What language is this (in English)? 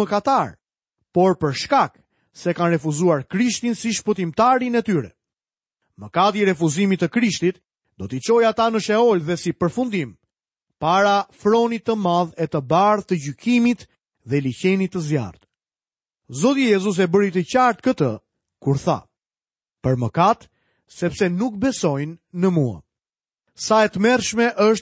Albanian